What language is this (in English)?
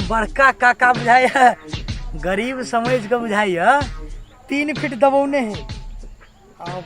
Maithili